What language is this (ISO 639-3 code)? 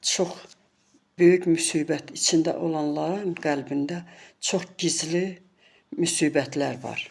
aze